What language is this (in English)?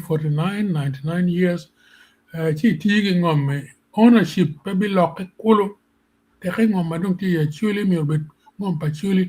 Acoli